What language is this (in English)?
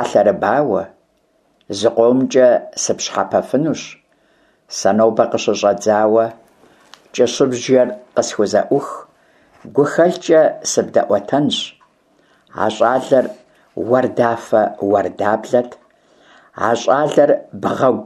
Kabardian